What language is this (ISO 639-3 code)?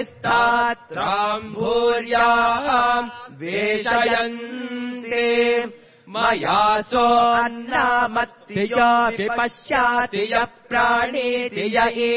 san